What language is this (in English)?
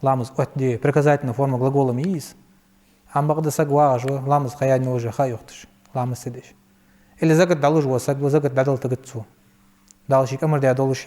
Ingush